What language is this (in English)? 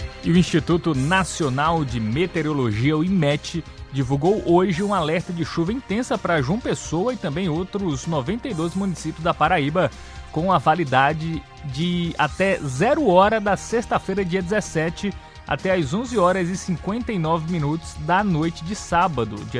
Portuguese